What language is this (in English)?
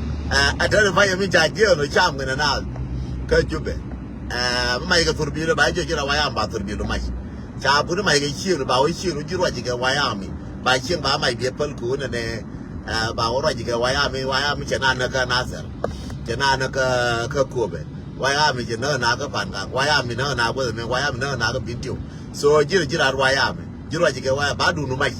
Nuer